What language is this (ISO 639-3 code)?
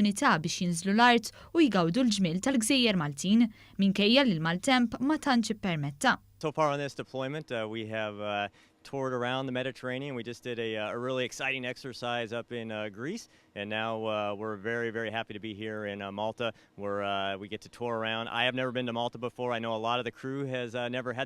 mlt